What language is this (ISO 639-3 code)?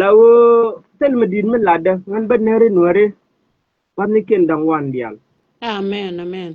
nus